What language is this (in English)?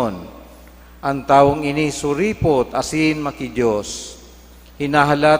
Bikol